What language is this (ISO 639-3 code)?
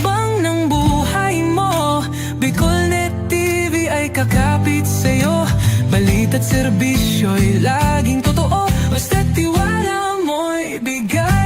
bik